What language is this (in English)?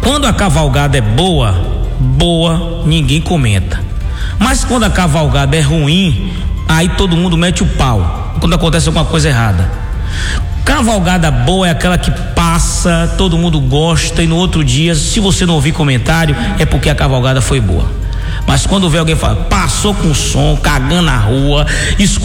Portuguese